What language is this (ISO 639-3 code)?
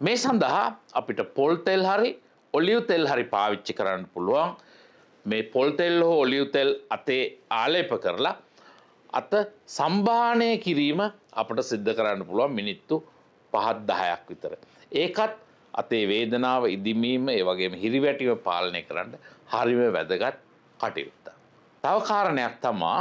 sin